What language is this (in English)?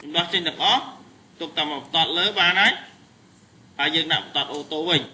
Khmer